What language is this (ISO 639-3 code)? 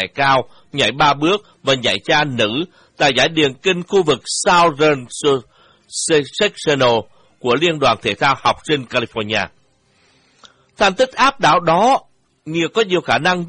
vie